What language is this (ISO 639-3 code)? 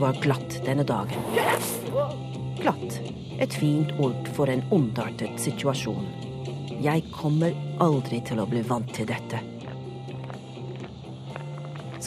nor